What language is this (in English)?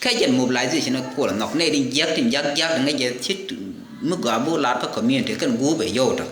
Nuer